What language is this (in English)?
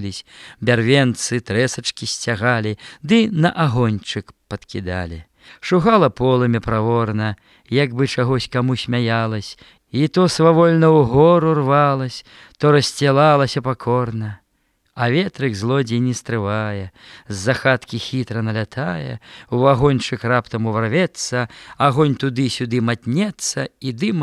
Belarusian